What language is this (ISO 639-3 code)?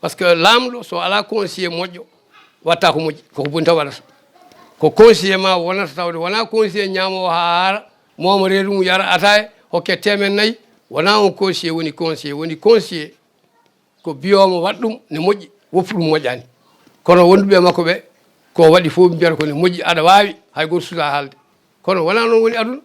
ful